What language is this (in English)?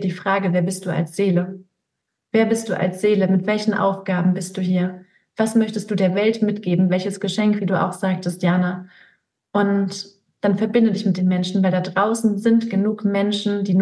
German